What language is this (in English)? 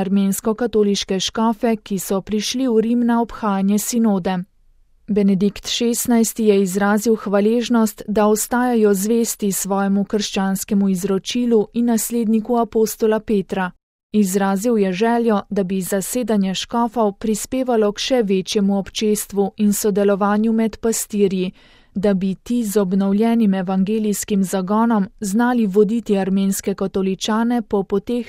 Slovenian